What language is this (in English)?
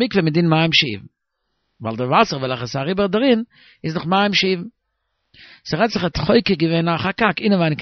Yiddish